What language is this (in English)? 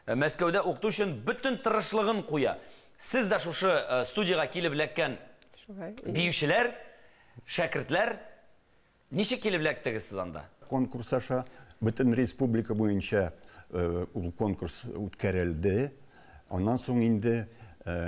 Tatar